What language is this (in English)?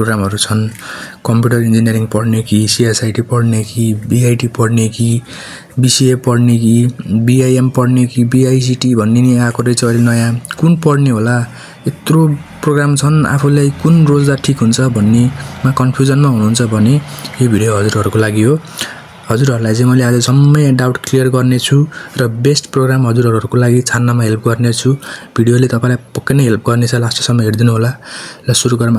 Nepali